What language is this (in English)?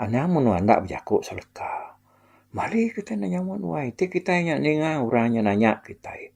Iban